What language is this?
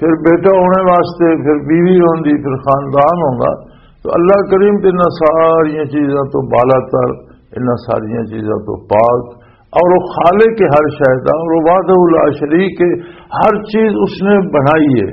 Western Panjabi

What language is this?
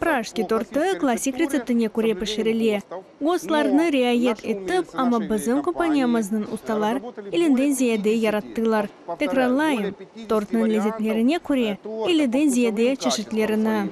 Crimean Tatar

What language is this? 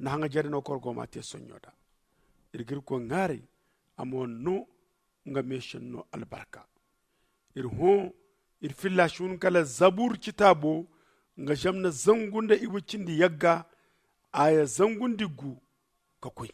Zarma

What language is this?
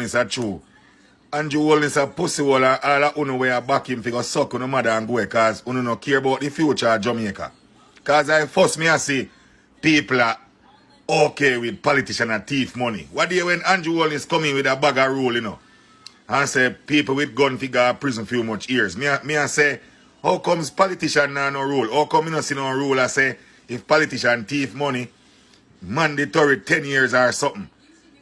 Jamaican Creole English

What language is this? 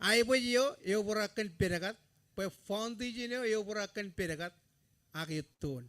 Marshallese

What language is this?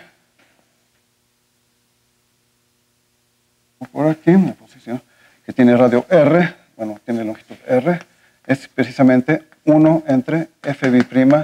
Spanish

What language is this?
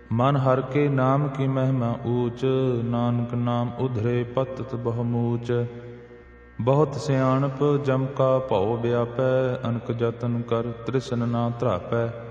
Punjabi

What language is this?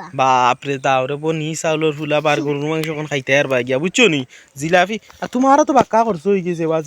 Sylheti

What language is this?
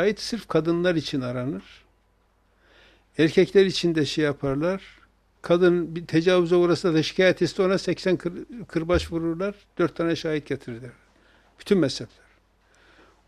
Turkish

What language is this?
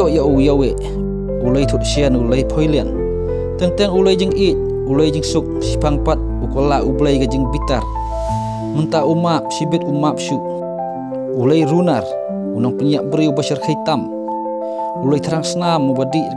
Khasi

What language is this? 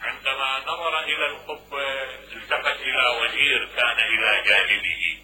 Mesopotamian Arabic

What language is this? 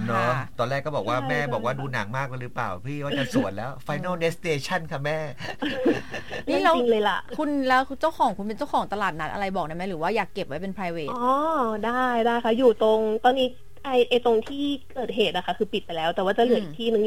Thai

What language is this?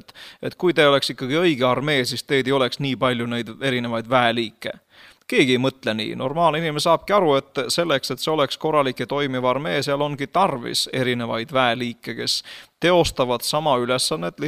Estonian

